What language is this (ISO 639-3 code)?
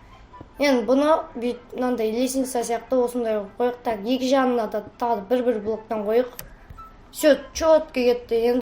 kaz